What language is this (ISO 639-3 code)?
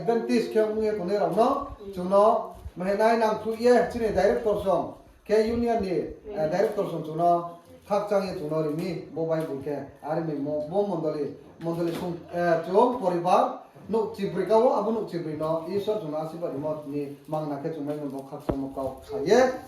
ria